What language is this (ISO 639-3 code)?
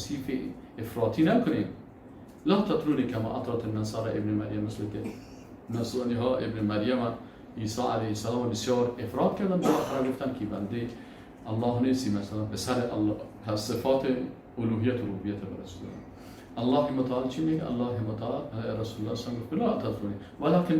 fas